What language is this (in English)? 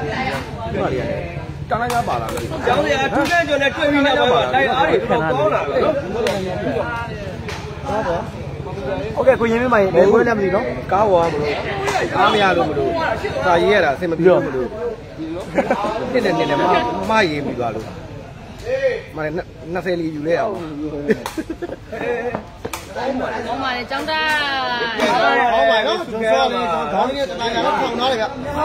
Burmese